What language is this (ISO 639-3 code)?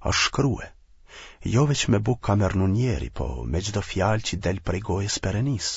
sqi